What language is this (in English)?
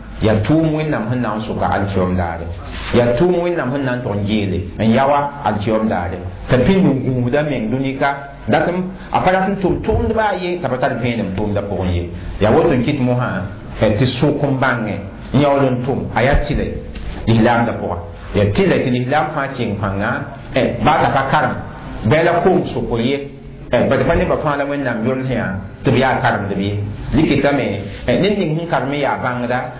Mossi